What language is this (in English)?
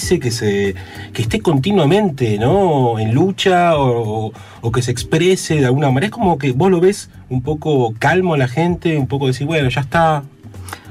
Spanish